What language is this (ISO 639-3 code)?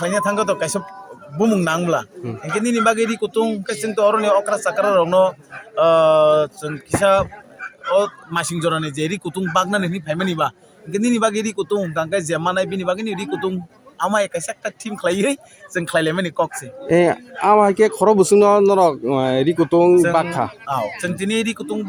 trp